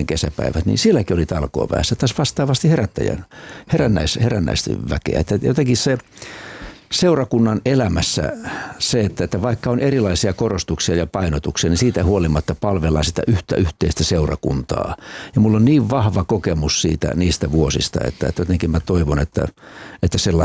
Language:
Finnish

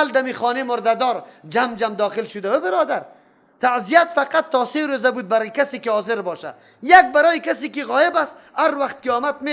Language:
Persian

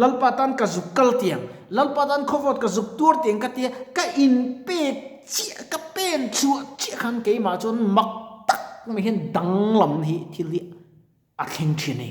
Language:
Mizo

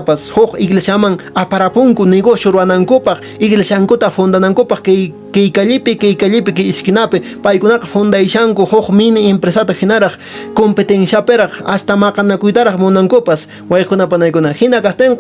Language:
Quechua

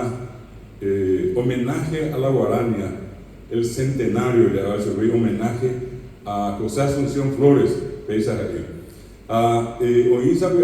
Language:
Guarani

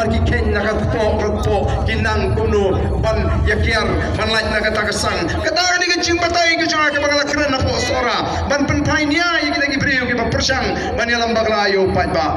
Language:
Khasi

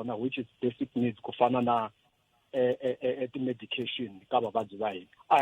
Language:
Tsonga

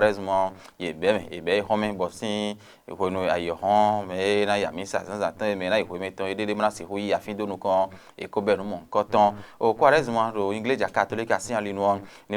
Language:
Fon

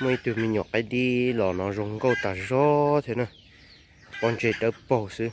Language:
Hmong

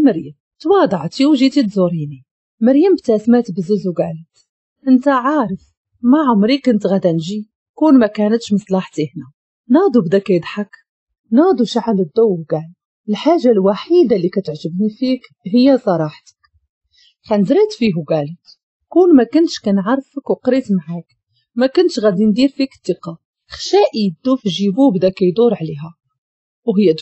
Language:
Moroccan Arabic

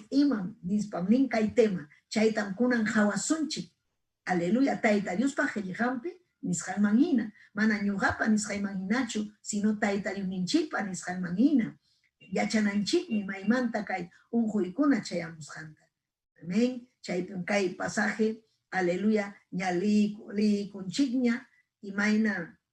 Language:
Ayacucho Quechua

